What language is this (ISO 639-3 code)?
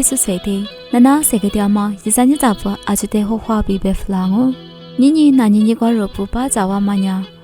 lis